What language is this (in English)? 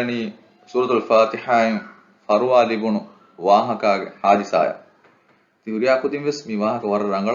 Divehi